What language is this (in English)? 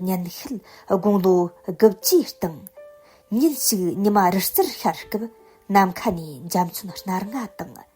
Tibetan